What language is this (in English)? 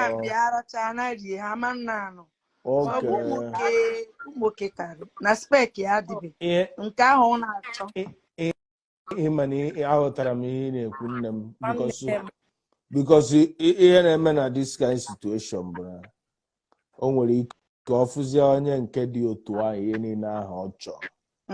Igbo